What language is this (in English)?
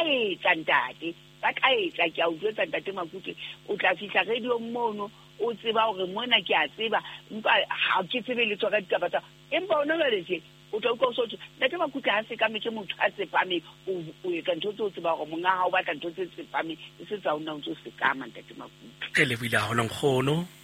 Southern Sotho